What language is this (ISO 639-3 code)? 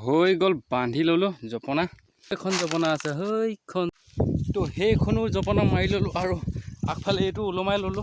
asm